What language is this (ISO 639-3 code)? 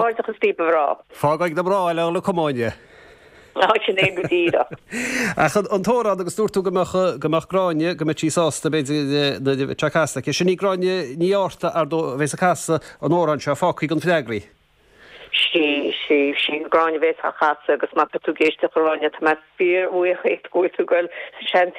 gle